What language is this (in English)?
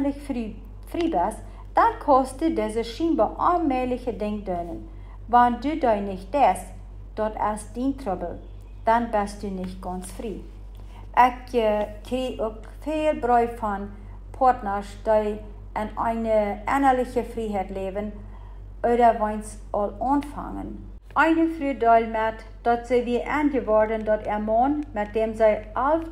Plautdietsch